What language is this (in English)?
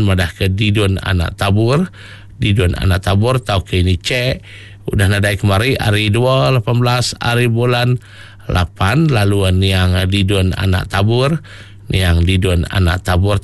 Iban